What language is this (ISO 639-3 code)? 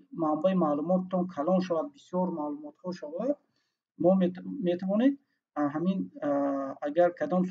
tgk